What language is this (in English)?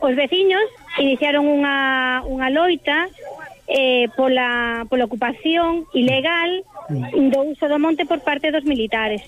Galician